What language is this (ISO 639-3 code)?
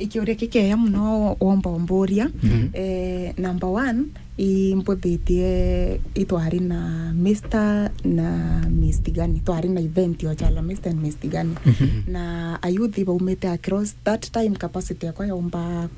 mer